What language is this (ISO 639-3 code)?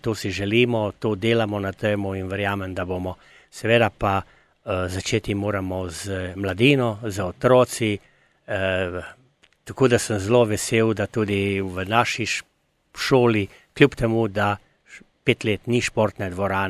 slv